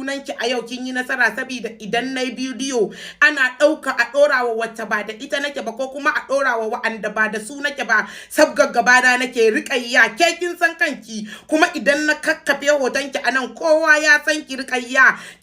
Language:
Hausa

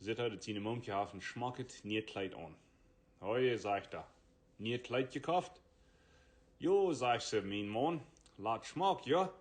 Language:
Plautdietsch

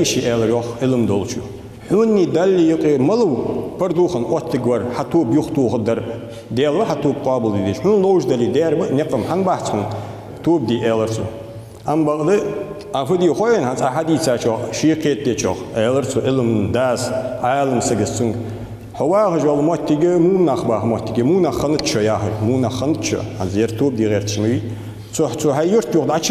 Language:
Ingush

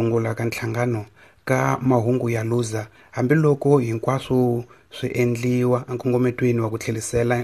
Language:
Tsonga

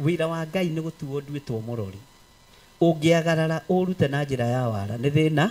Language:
Kikuyu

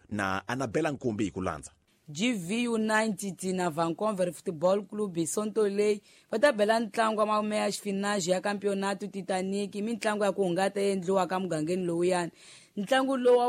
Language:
Tsonga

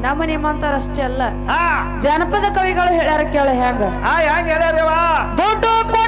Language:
Kannada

